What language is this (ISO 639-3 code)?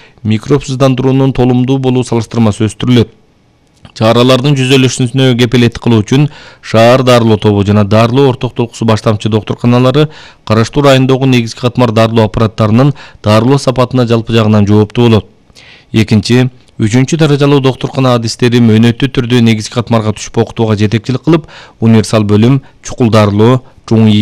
kir